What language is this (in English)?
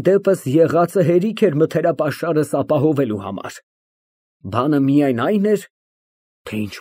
Armenian